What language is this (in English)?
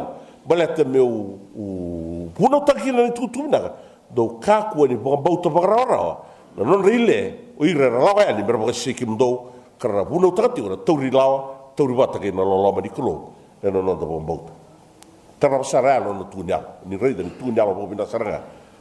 Fijian